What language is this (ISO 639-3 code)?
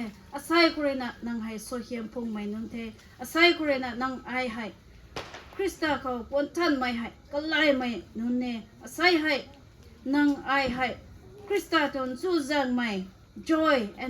nbu